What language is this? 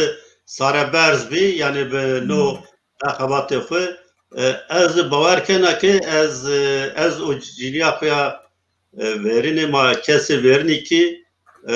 Zaza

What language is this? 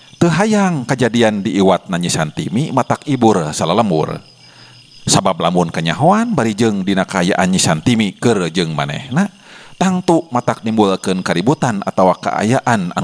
Sundanese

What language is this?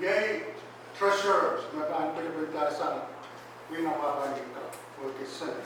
Pohnpeian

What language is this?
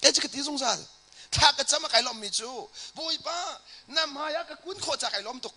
Hakha Chin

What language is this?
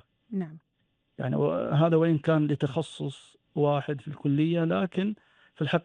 Gulf Arabic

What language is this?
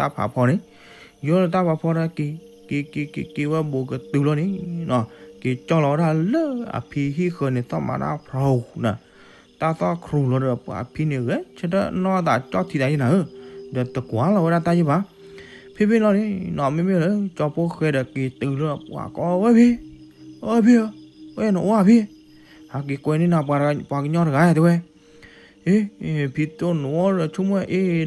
S'gaw Karen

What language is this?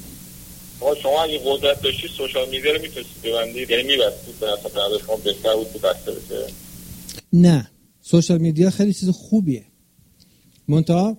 Persian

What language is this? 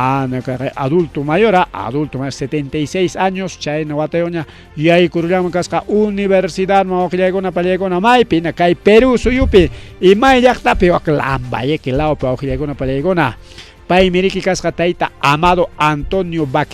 Ayacucho Quechua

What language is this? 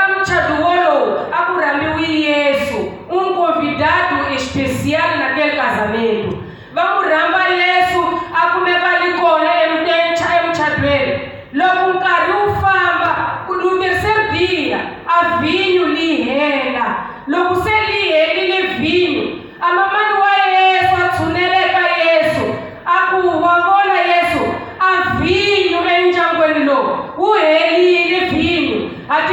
Tsonga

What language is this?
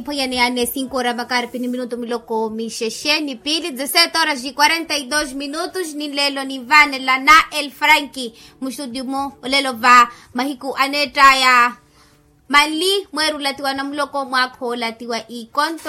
Makhuwa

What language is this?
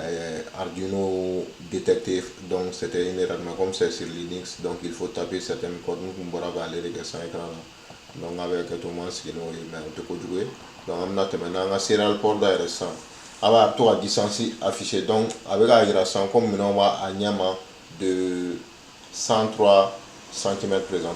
Bambara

